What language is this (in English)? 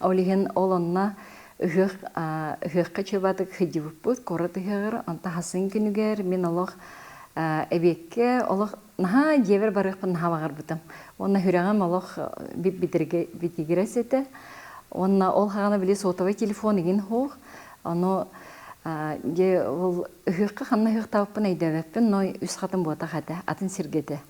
Yakut